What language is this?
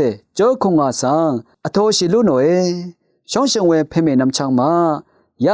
Rawang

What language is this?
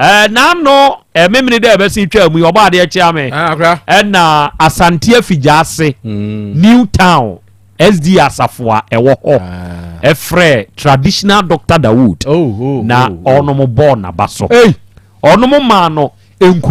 Akan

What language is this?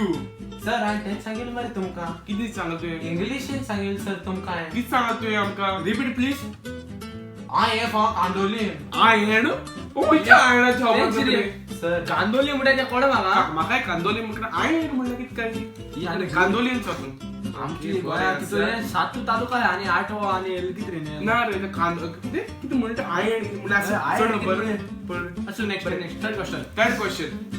Konkani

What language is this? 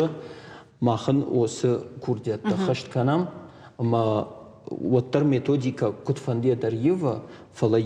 Ossetic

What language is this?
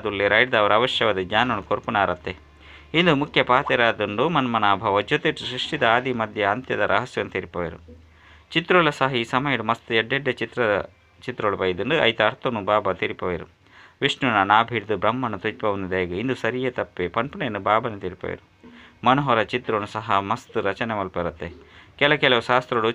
Tulu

